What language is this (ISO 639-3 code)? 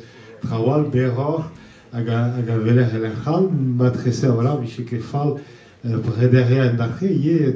bre